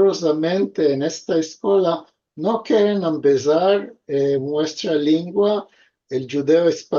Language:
Ladino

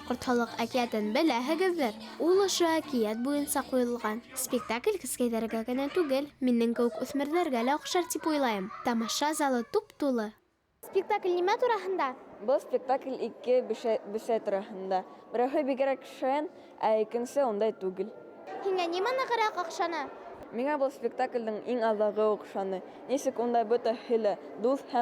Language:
Bashkir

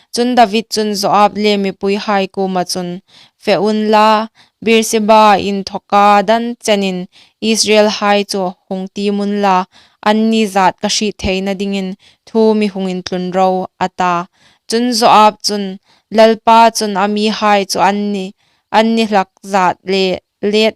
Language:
Hmar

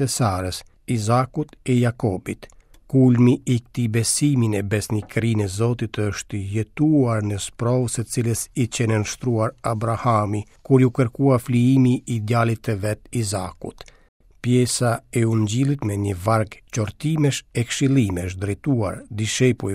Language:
Albanian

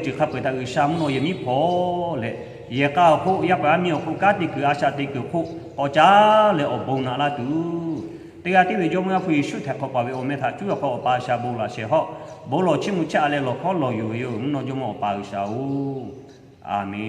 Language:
Lahu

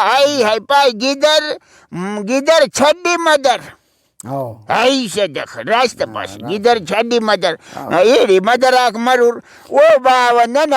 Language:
Brahui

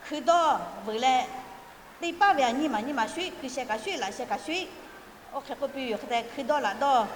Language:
Lahu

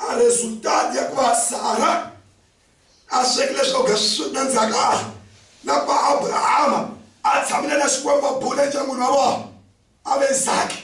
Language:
Tsonga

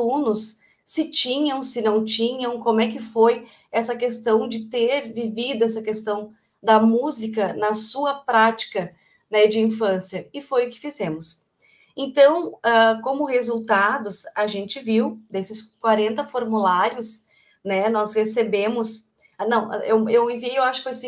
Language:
Portuguese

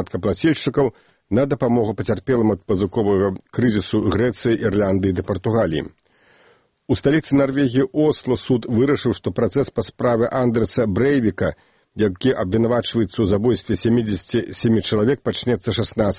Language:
Belarusian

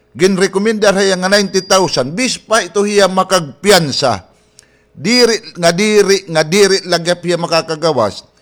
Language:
Waray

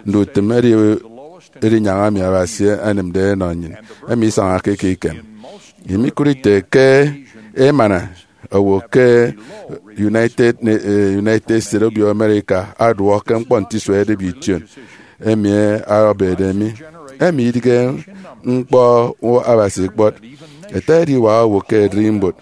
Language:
Efik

